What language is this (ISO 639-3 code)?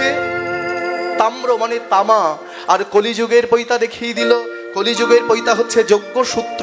ben